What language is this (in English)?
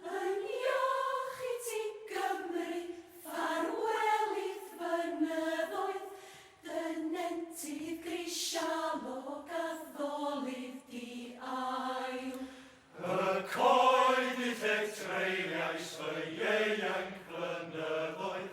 Welsh